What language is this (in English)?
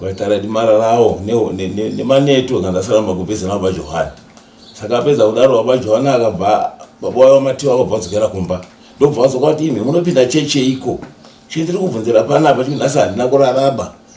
Shona